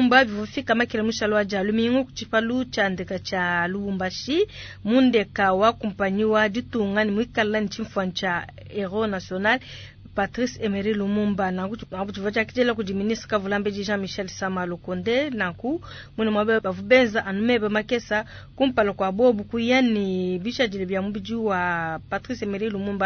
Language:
Luba-Lulua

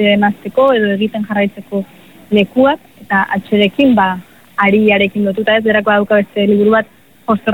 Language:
Basque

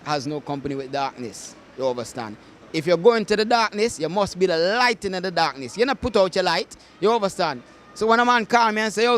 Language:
Jamaican Creole English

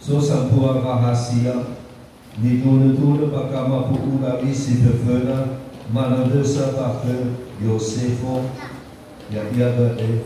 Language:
Nias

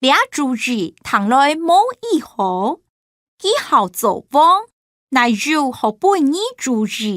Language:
Hakka Chinese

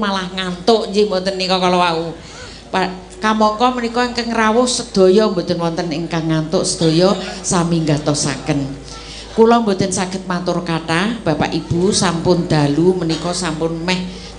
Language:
Javanese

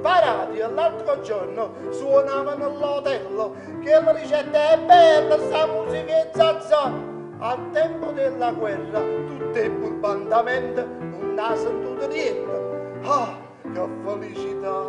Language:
Neapolitan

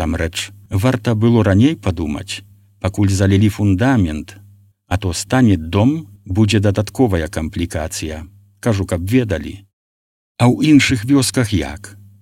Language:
Belarusian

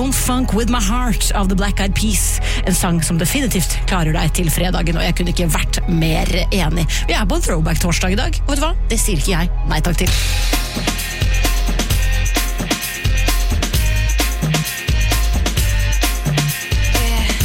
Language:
Norwegian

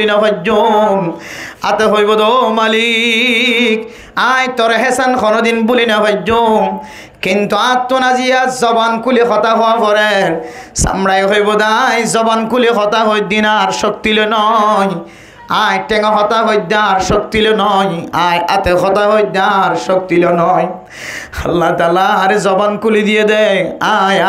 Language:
Rohingya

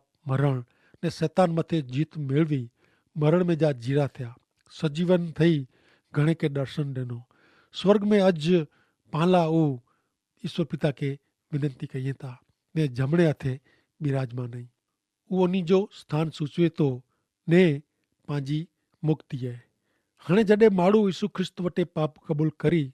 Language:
Kachhi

